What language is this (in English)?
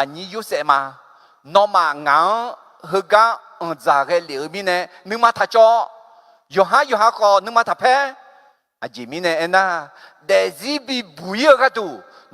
Akha